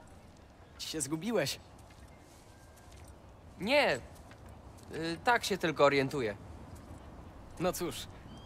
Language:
Polish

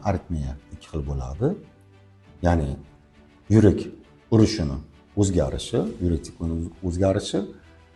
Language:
Uzbek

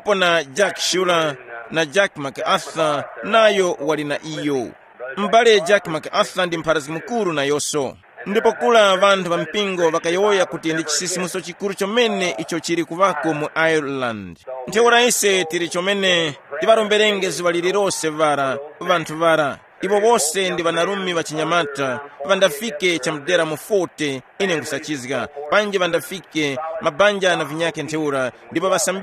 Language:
Tumbuka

